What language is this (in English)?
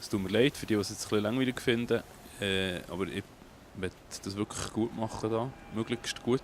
Swiss German